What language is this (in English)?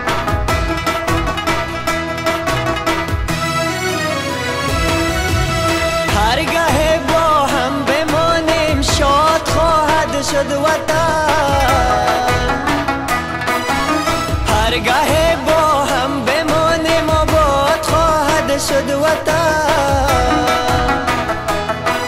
Persian